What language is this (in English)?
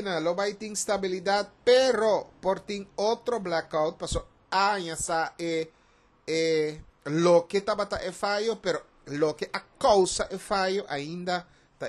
Papiamento